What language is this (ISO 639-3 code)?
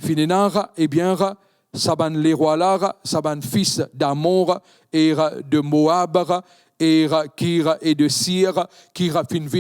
mfe